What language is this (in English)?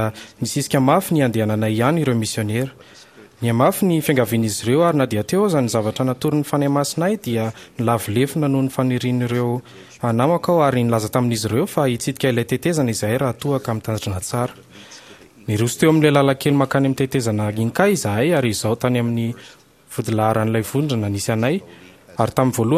Malagasy